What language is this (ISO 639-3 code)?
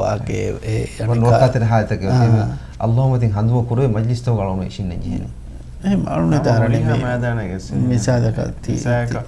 div